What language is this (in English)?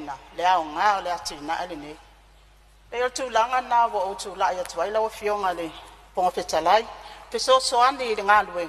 Samoan